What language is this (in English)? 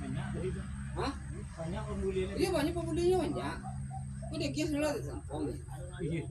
Minangkabau